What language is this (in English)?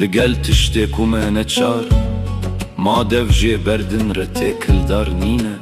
Kurdish